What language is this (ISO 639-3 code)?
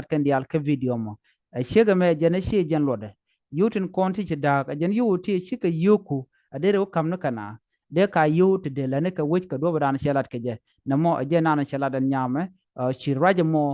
nus